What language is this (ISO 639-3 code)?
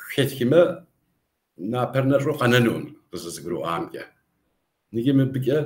kbd